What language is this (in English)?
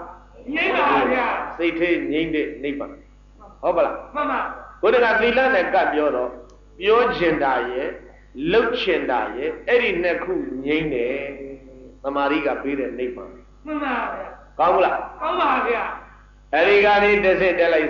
Burmese